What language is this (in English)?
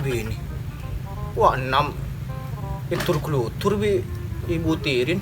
Madurese